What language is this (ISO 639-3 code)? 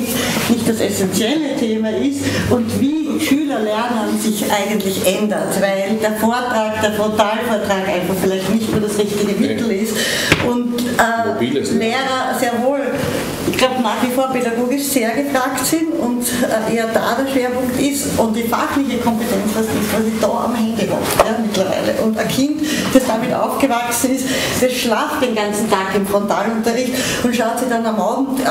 deu